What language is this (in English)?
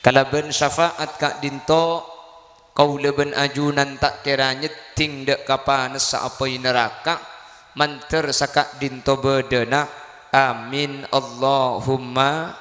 Madurese